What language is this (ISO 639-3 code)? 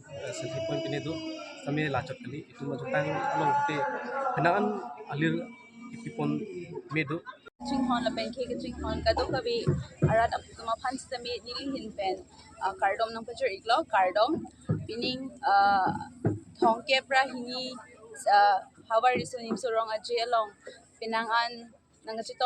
mjw